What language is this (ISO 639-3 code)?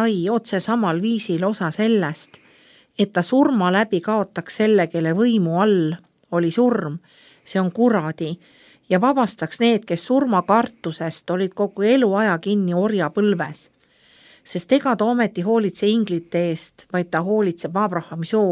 est